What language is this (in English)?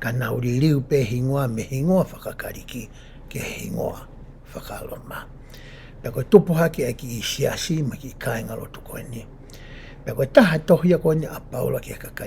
Tongan